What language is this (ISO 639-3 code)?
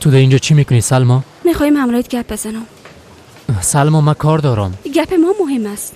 fas